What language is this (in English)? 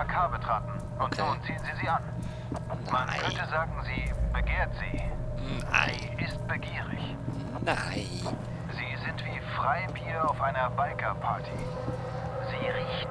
Swiss German